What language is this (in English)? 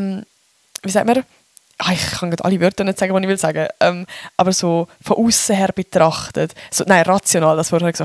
Swiss German